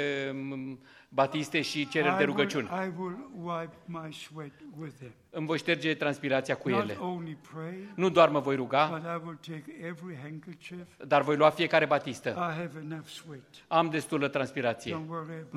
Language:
Romanian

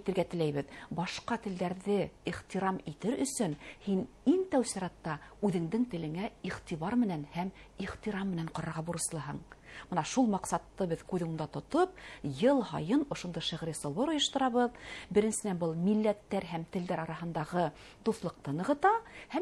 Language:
Bashkir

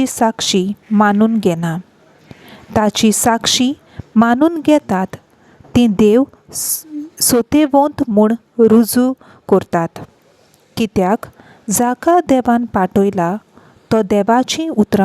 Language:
Konkani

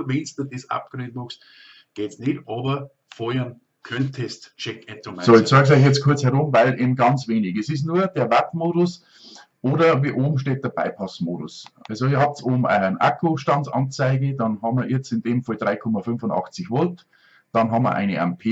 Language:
Bavarian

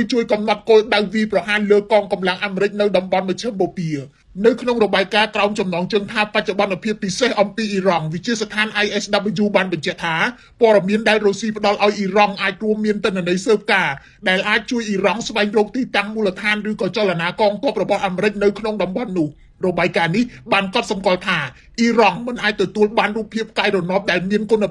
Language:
Khmer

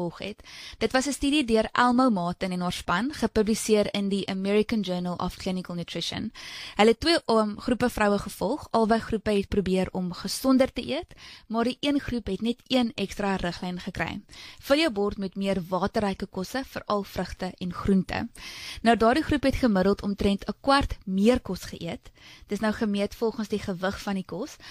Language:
Afrikaans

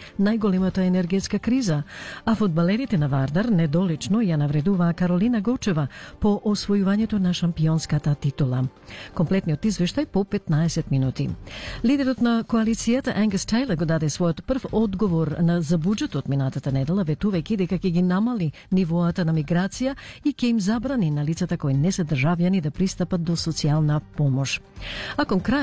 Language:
Macedonian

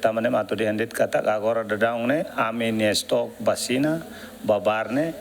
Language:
Tetum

